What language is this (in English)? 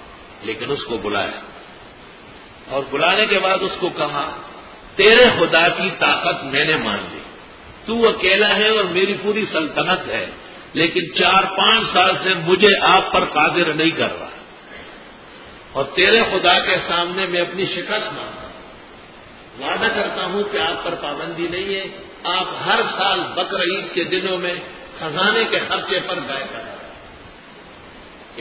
Urdu